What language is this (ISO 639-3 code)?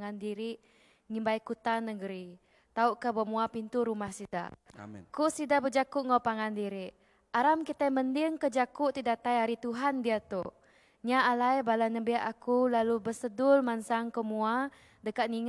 iba